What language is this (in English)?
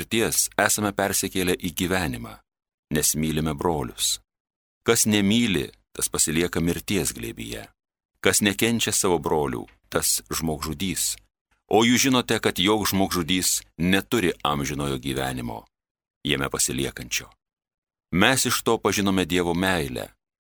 Lithuanian